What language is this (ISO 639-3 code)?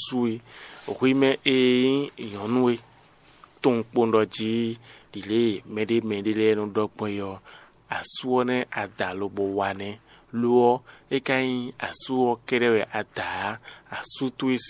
fon